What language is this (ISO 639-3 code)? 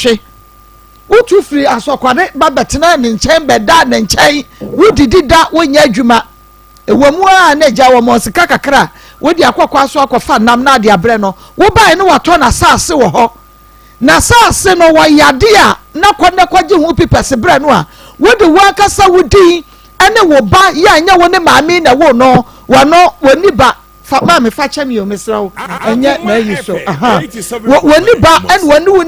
aka